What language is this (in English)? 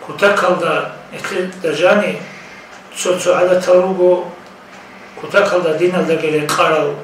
Avaric